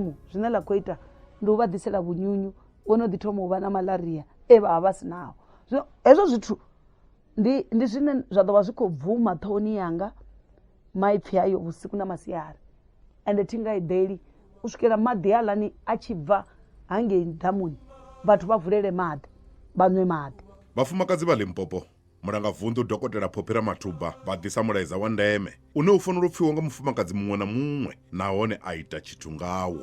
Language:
Venda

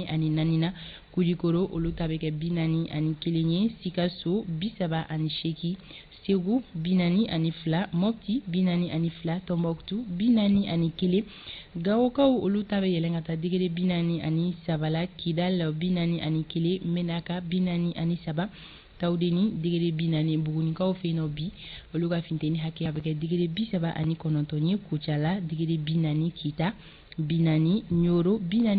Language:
Bambara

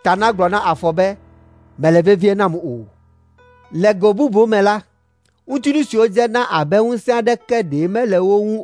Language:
Ewe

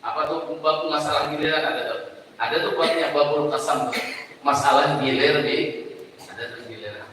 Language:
Banjar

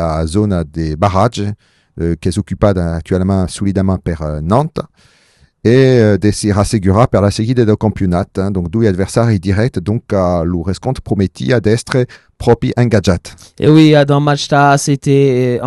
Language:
Occitan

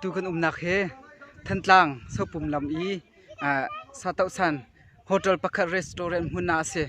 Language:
Hakha Chin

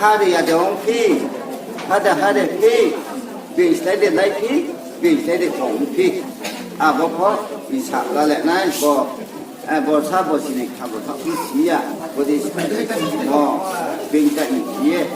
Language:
Riang (India)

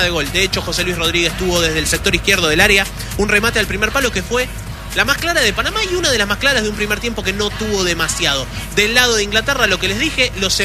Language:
Spanish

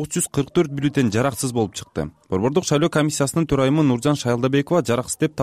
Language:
Kyrgyz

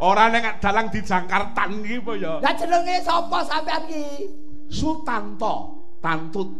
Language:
Javanese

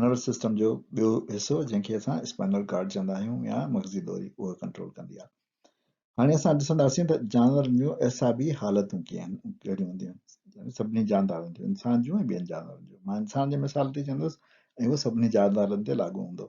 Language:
Sindhi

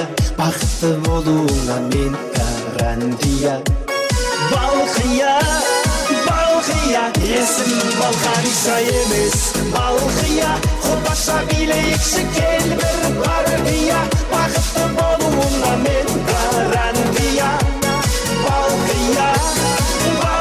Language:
Kara-Kalpak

